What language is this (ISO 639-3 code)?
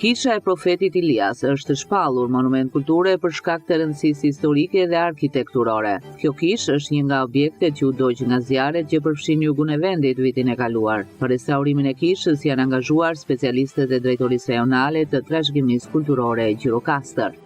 sqi